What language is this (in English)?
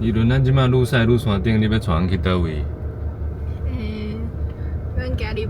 Min Nan Chinese